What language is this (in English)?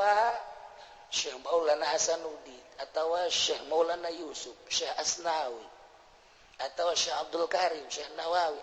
Sundanese